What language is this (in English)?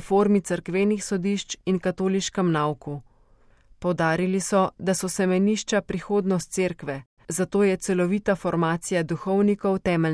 Slovenian